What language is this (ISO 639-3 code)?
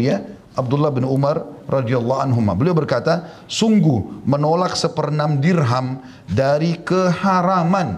ind